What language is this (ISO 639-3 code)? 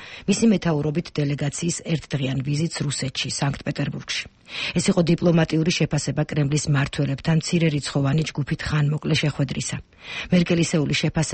kat